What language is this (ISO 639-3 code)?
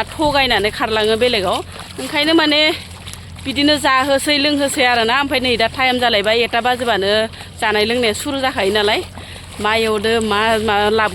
brx